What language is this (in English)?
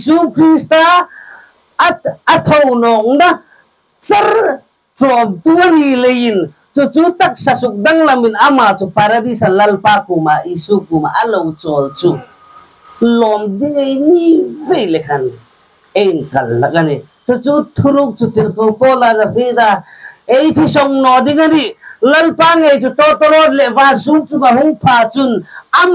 Hmar